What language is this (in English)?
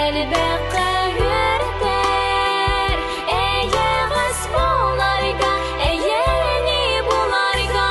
Yakut